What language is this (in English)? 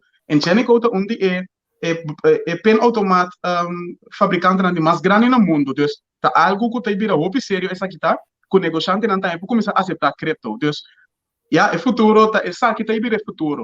Papiamento